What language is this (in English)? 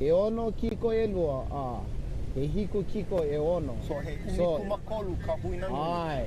Hawaiian